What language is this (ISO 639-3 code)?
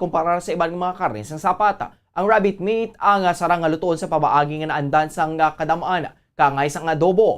hil